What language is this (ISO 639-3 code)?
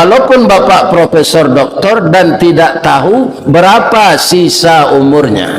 min